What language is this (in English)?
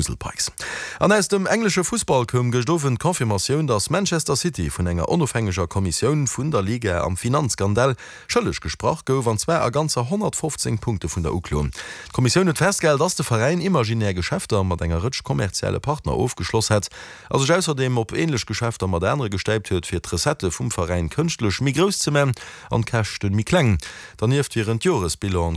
Luxembourgish